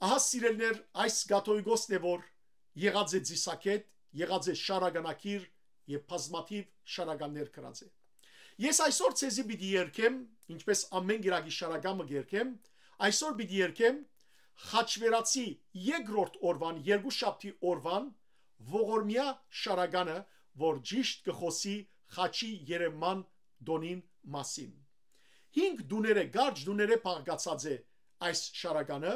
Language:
Western Armenian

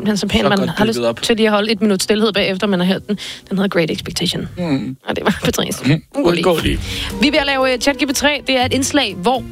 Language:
Danish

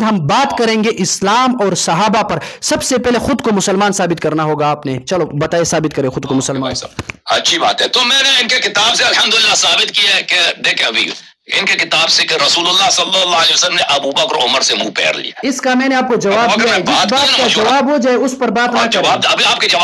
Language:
Urdu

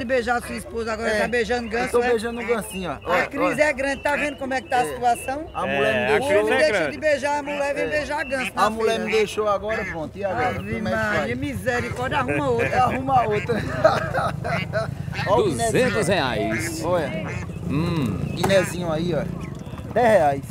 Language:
Portuguese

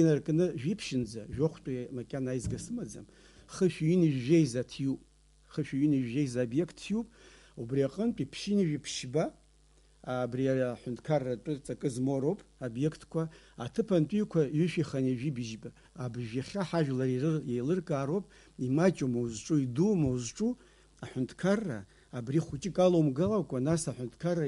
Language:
Abkhazian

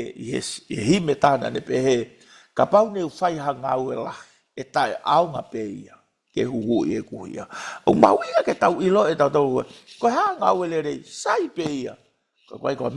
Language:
Tongan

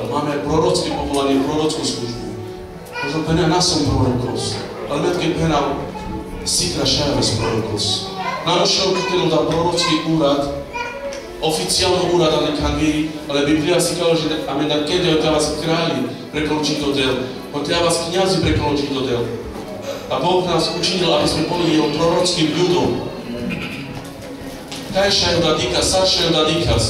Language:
Slovak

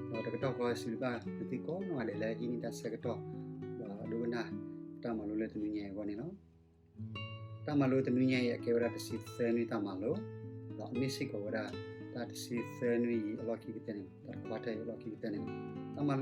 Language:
S'gaw Karen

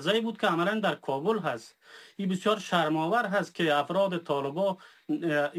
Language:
Persian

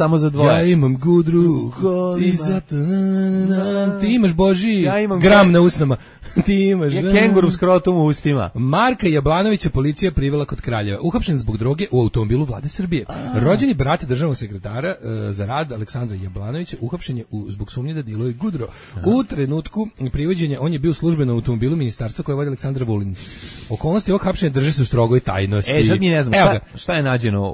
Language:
Serbian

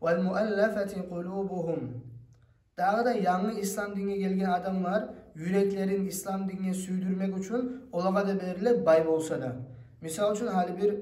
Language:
Kumyk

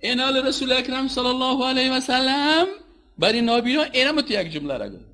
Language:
Persian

